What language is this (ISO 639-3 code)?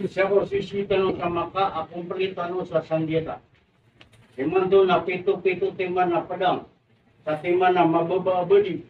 mrw